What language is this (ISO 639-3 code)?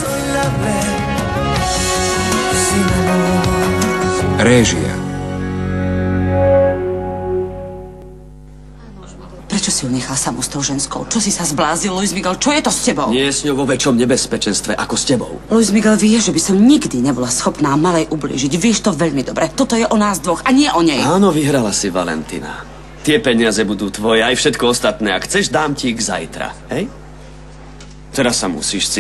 slk